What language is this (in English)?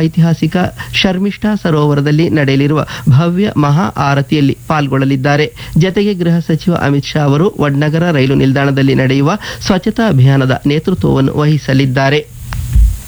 Kannada